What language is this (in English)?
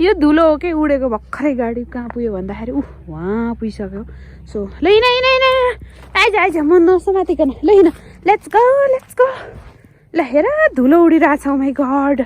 Nepali